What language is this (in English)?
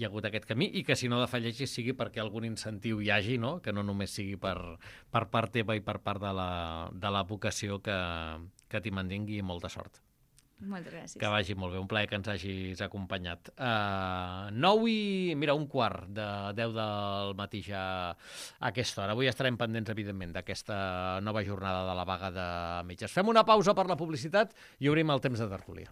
Catalan